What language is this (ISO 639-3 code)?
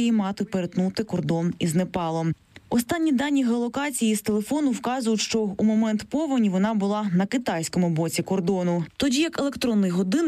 ukr